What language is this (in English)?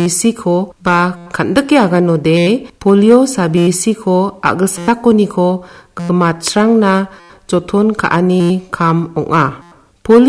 Garo